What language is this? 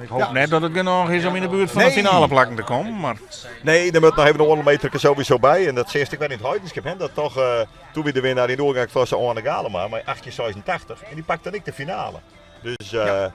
Western Frisian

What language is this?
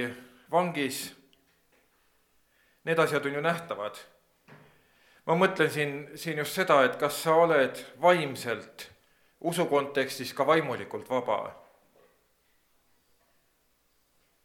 Estonian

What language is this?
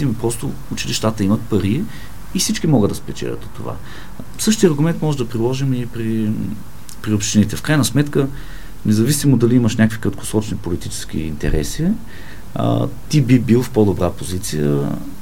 Bulgarian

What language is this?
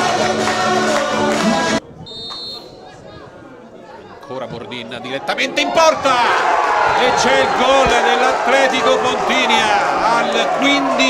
Italian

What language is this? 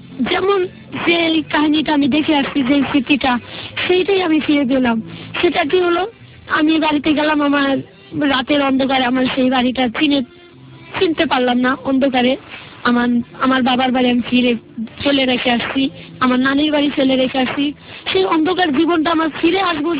Bangla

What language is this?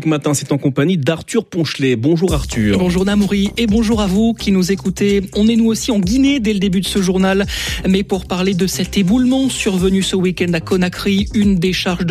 French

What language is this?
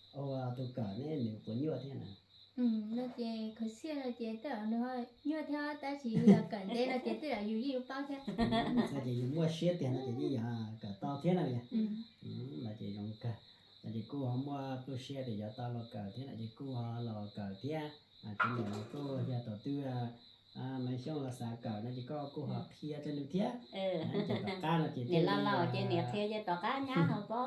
Hmong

